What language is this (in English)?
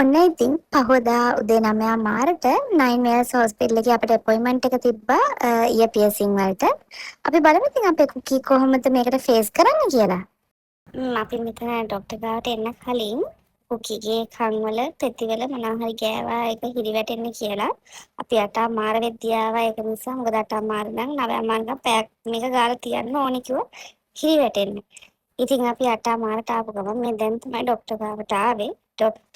Sinhala